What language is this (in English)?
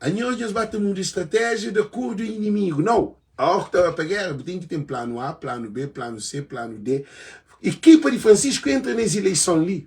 Kabuverdianu